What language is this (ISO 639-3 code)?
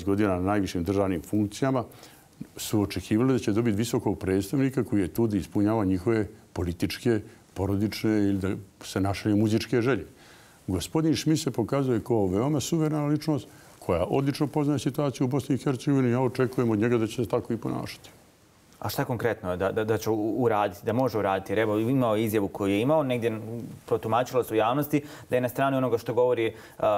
bos